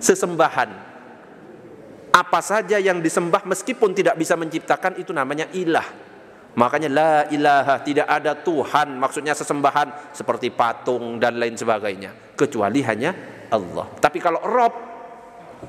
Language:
Indonesian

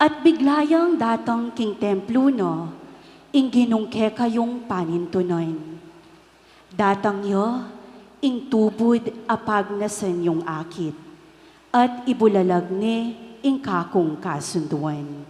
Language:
Pampanga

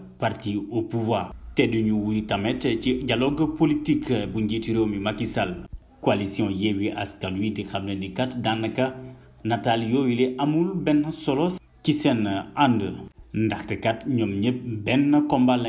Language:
Wolof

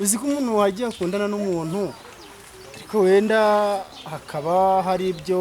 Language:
Kinyarwanda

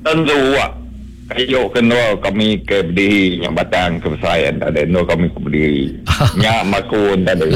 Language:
Iban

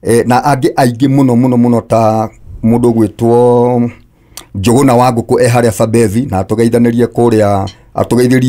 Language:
Kikuyu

